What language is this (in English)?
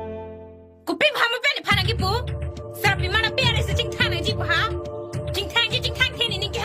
Karbi